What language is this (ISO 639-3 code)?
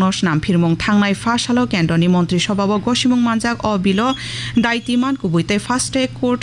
trp